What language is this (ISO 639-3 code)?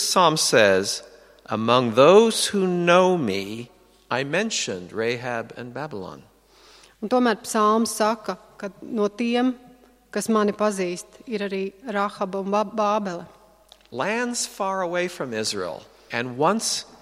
lav